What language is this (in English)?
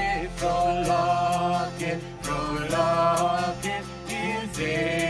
Plautdietsch